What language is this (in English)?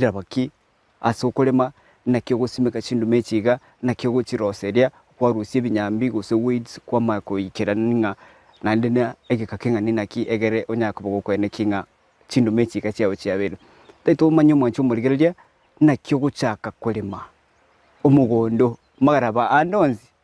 Gusii